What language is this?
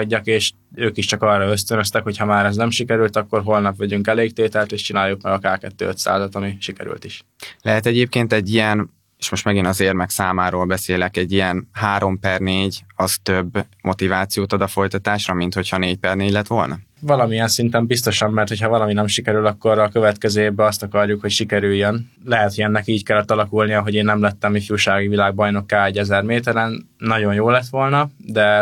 Hungarian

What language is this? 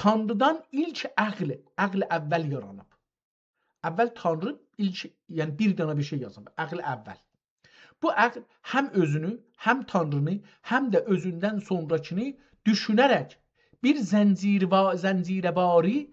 South Azerbaijani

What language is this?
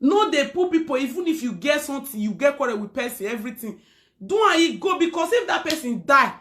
Nigerian Pidgin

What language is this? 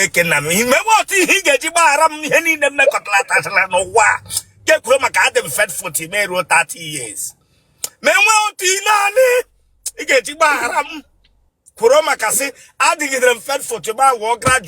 Igbo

